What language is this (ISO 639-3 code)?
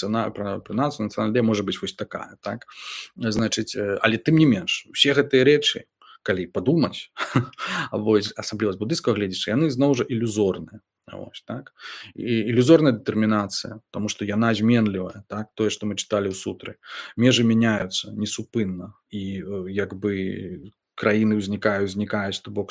bel